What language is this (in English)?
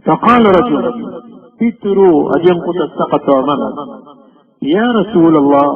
Maranao